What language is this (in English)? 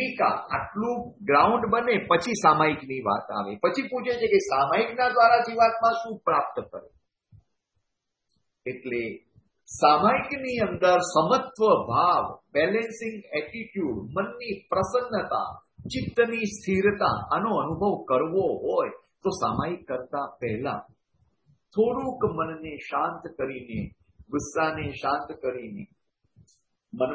Gujarati